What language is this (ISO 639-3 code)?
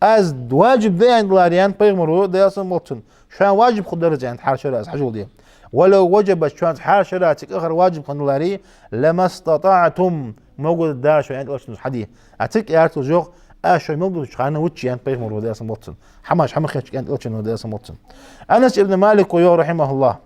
inh